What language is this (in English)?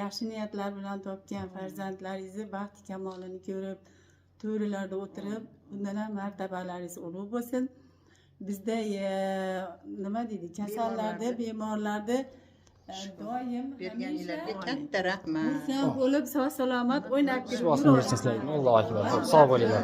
Uzbek